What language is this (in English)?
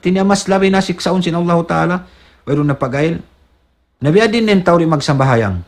Tausug